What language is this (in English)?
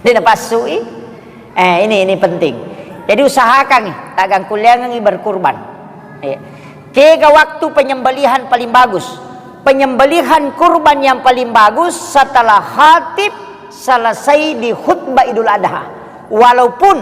Buginese